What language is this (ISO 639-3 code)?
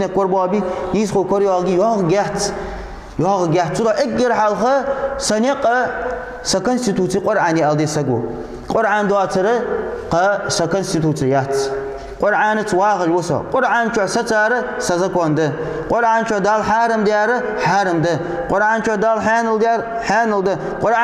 inh